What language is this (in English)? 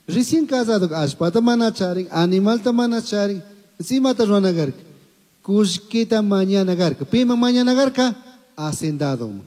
Chimborazo Highland Quichua